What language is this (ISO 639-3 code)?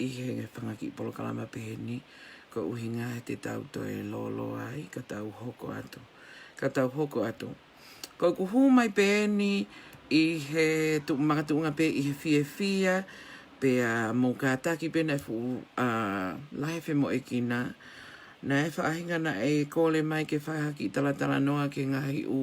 ton